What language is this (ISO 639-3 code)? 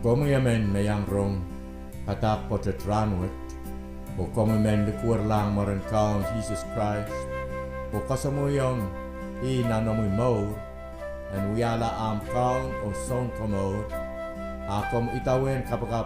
pon